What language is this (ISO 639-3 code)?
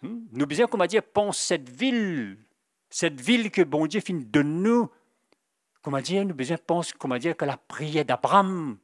mfe